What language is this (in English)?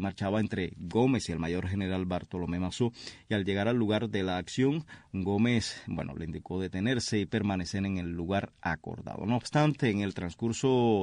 Spanish